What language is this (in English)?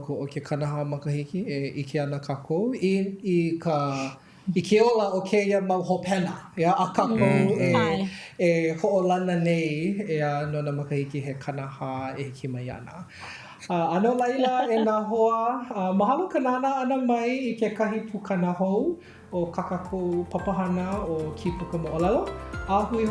Hawaiian